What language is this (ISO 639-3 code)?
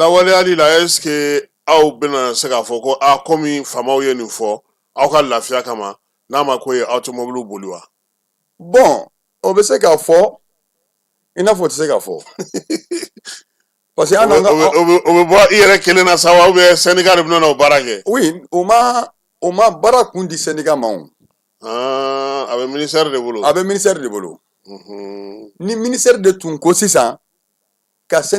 bam